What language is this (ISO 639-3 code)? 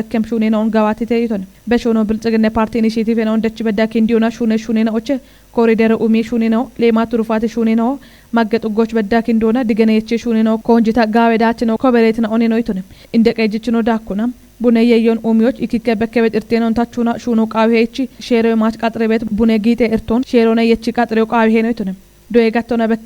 kbr